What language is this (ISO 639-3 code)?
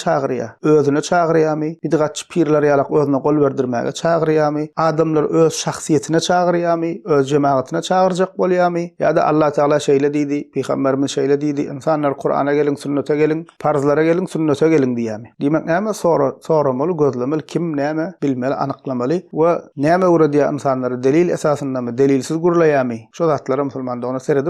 tuk